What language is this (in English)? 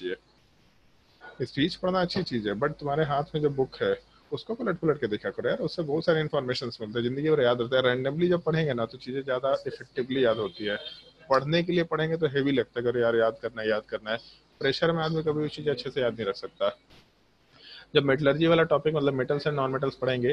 Hindi